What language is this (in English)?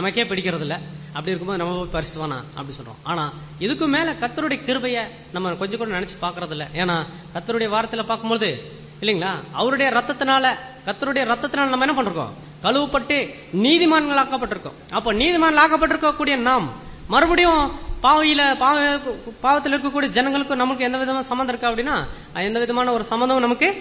Tamil